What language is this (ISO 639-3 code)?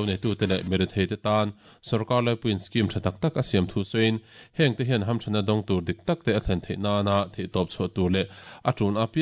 lus